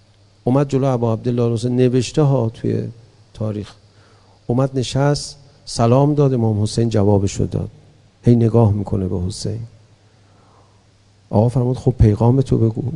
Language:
Persian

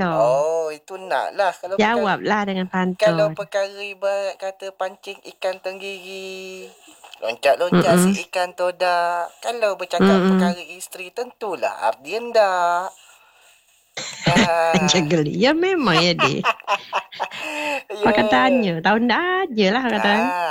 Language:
Malay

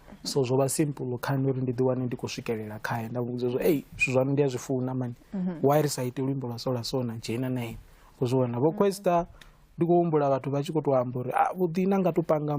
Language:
Venda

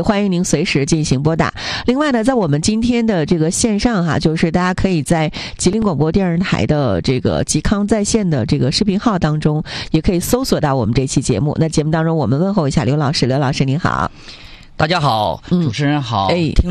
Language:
Chinese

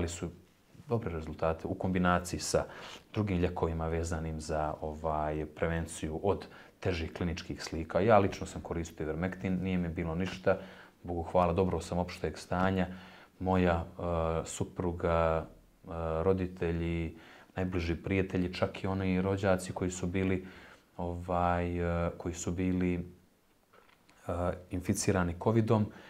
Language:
Bosnian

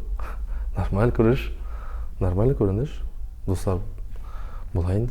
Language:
Tatar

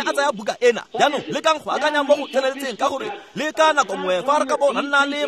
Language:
Tswana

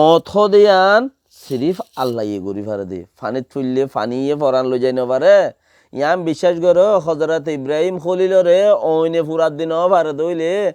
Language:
Rohingya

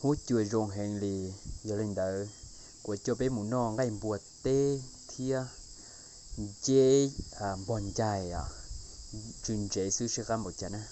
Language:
Hmong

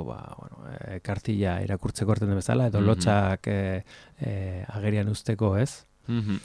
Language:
Basque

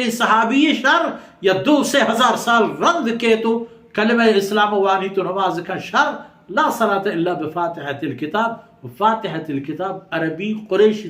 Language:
Baluchi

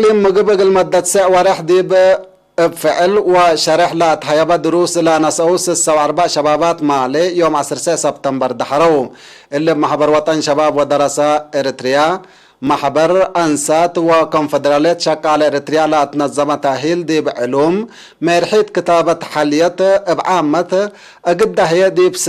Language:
Tigre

